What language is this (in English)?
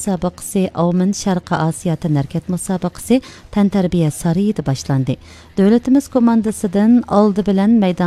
Uyghur